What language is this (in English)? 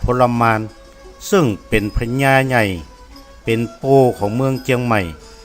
Northern Thai